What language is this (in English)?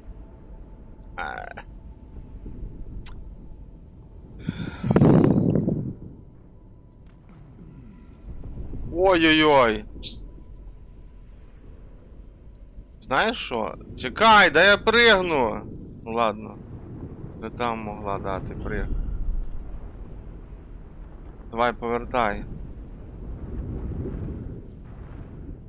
Ukrainian